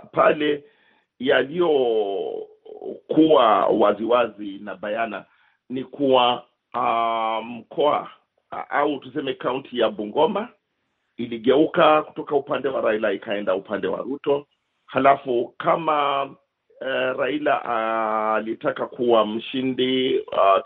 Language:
Swahili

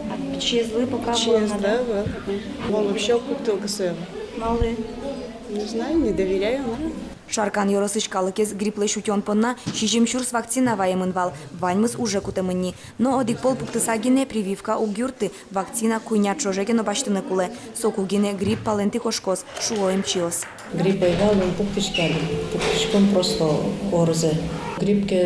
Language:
Udmurt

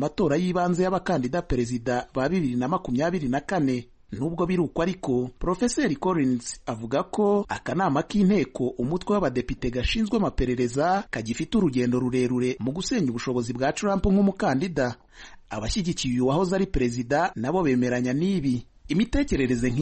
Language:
Kinyarwanda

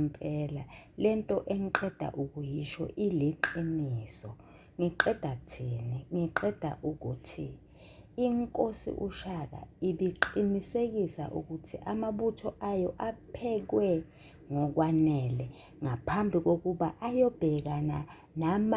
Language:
Zulu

